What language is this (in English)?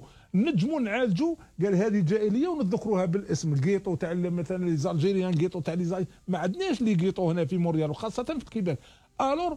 Algerian Arabic